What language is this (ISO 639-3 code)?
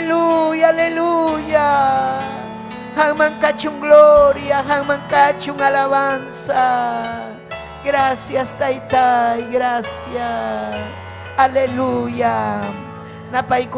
quy